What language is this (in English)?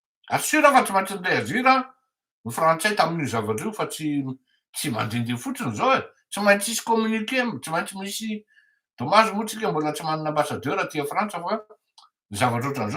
Malagasy